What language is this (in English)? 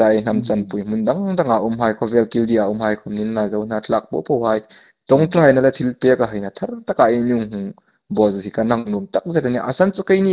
Hmar